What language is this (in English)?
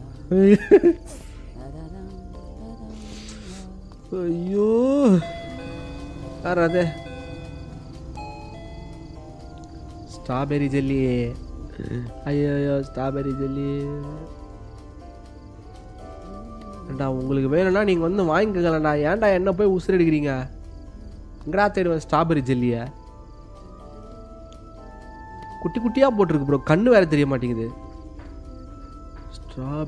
Tamil